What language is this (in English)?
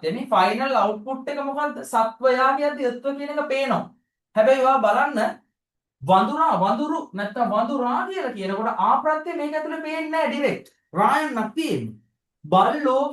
Sinhala